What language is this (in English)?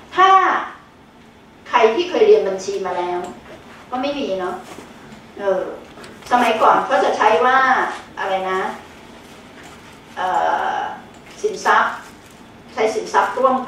Thai